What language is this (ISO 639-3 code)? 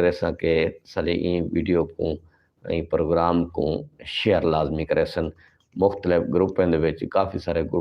skr